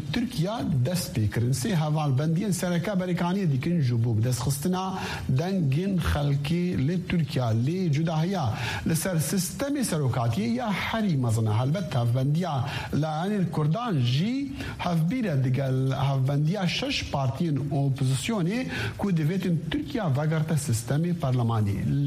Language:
Kurdish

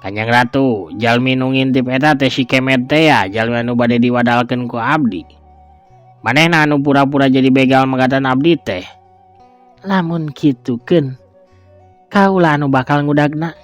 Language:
Sundanese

